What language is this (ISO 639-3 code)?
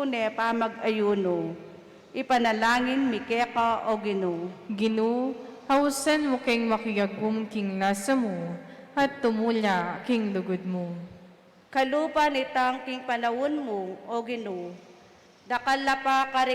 pam